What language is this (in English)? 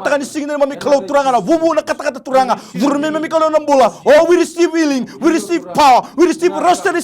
Fijian